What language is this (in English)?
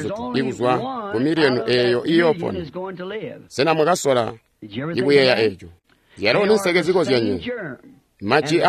Tonga (Zambia)